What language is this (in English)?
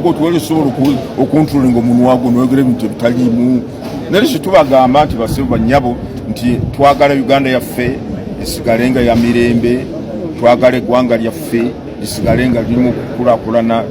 Ganda